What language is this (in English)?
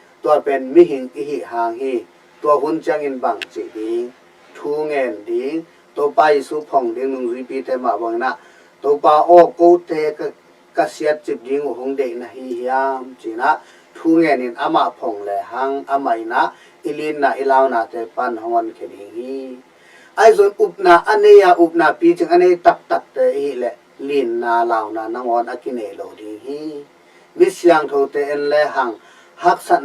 Tedim Chin